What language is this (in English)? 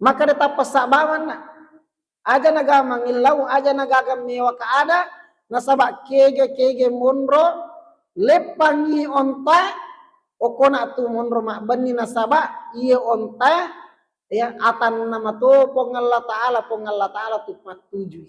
Buginese